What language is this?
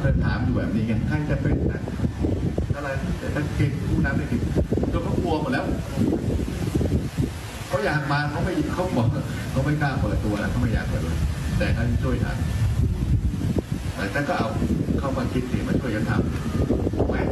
Thai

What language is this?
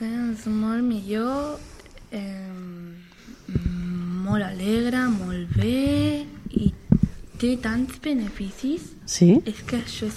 Catalan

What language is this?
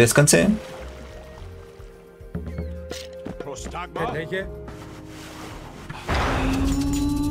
Greek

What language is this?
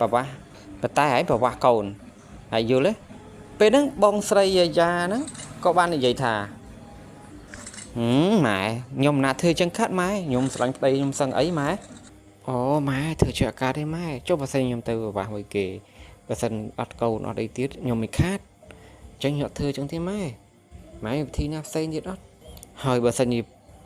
Khmer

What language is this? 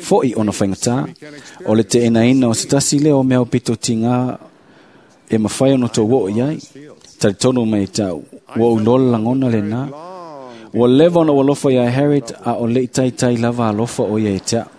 Samoan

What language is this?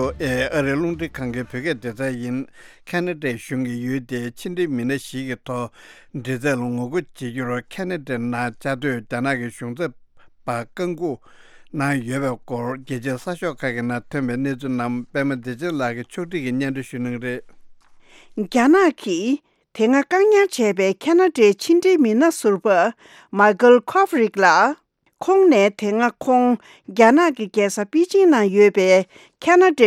Tibetan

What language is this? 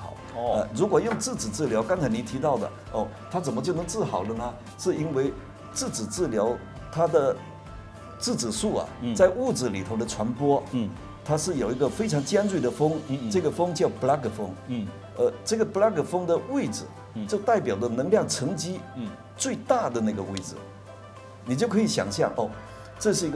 Chinese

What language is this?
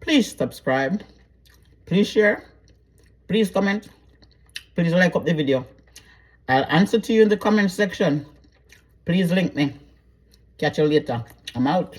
Jamaican Creole English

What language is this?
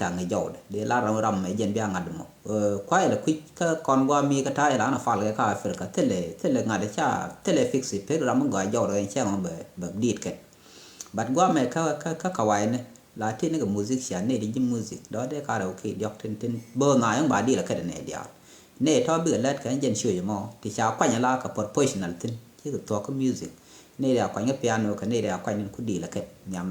Nuer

